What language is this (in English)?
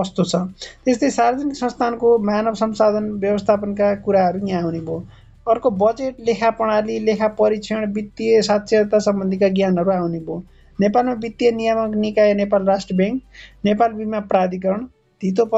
Nepali